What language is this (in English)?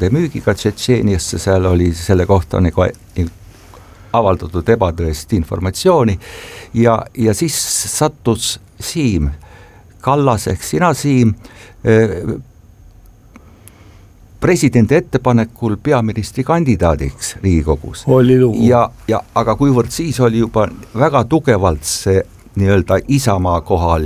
Estonian